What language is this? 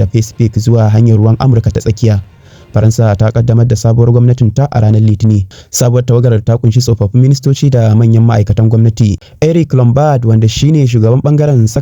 Hausa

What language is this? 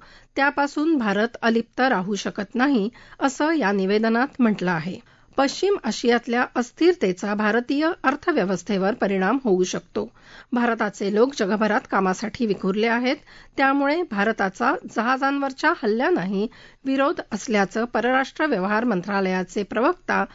Marathi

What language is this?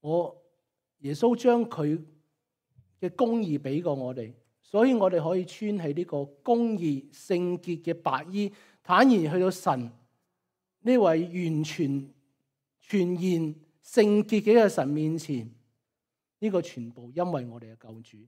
Cantonese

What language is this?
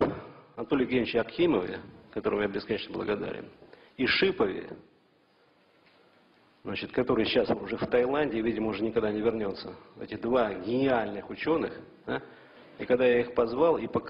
Russian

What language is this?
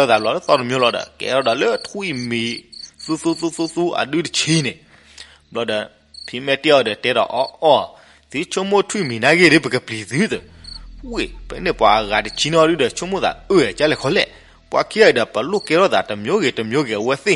S'gaw Karen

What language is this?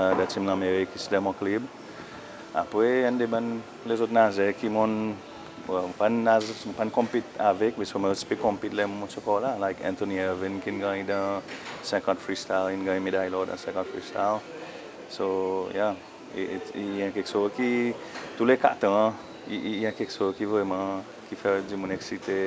Seselwa Creole French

